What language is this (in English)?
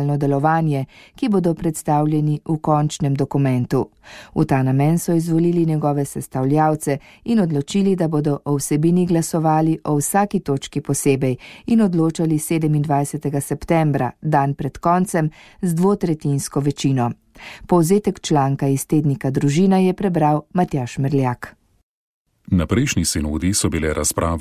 Slovenian